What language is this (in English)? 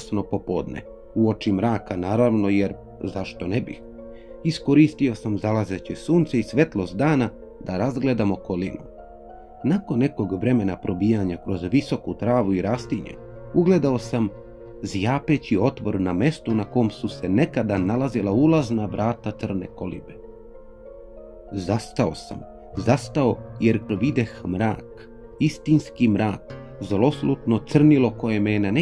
Serbian